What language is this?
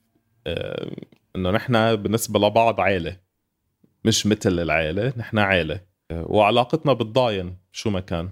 North Levantine Arabic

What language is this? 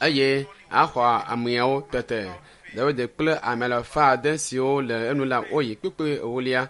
Ewe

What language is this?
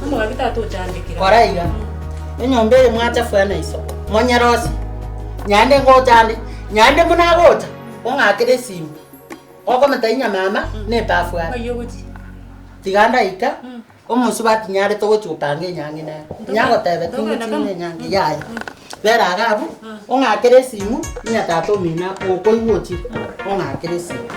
Gusii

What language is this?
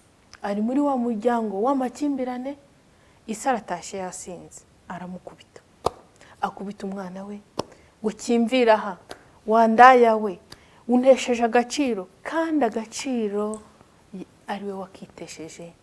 Kinyarwanda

